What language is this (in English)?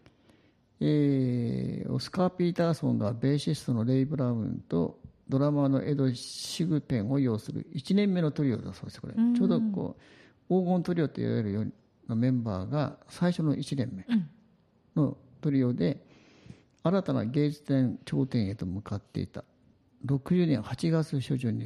Japanese